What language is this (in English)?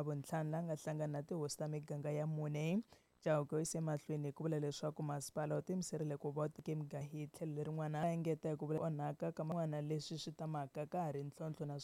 Tsonga